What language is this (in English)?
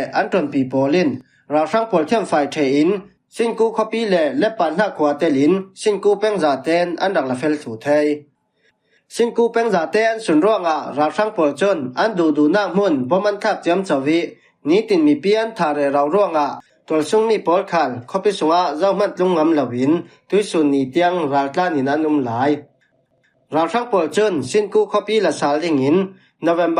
Falam Chin